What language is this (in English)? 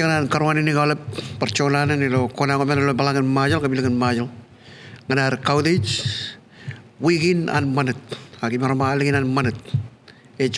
Marshallese